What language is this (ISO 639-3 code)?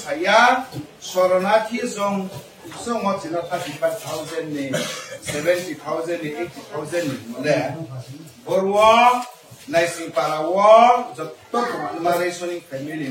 ria